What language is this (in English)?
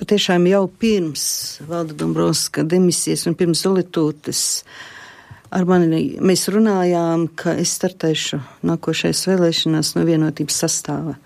Latvian